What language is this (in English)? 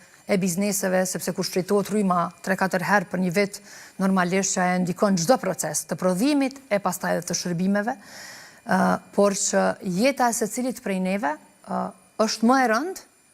Albanian